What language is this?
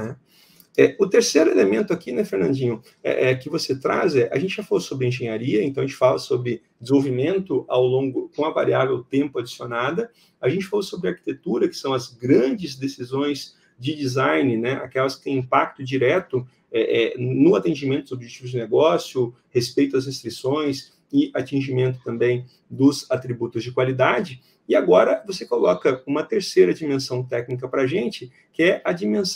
Portuguese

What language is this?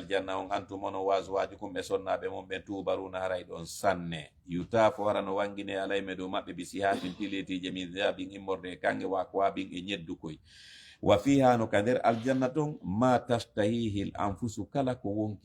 Fula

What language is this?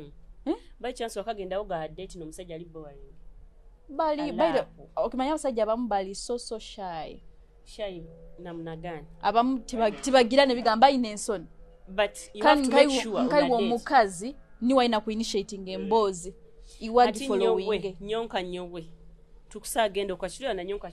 Nyoro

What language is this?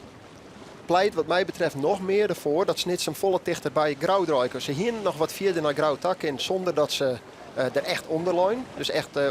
Western Frisian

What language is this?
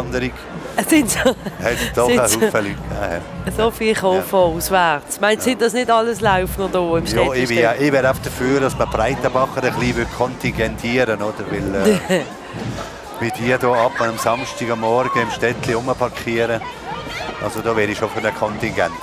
Swiss German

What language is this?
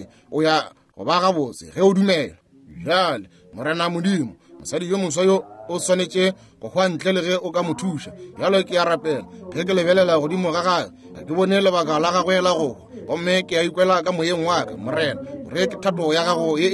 Northern Sotho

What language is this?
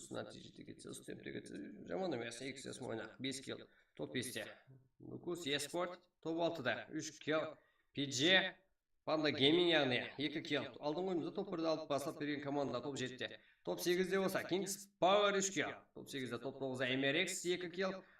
Kara-Kalpak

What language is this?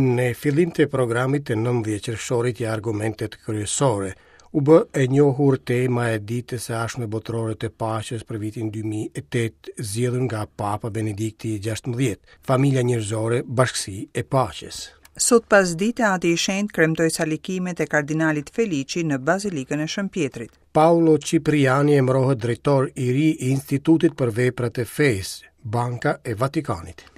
Albanian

